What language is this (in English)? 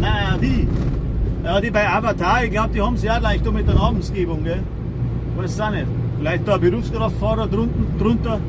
Bavarian